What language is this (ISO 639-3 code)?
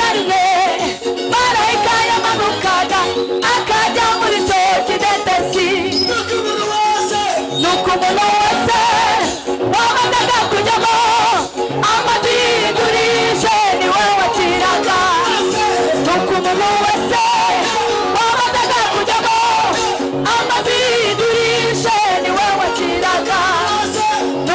kin